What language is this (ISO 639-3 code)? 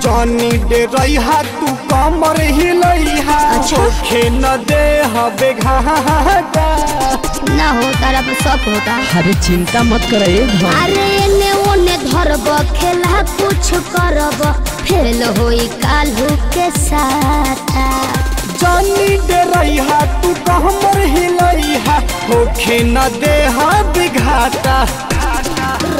bho